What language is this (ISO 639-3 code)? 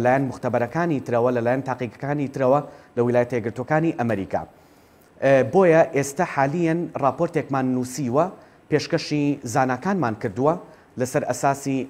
ckb